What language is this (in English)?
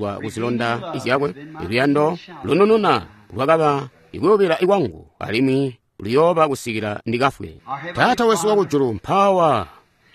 Tonga (Zambia)